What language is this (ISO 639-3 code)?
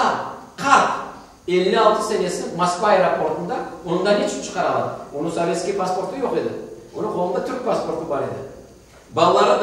crh